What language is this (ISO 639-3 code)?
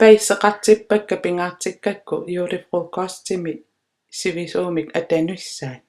kal